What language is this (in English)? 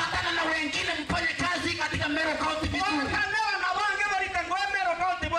Meru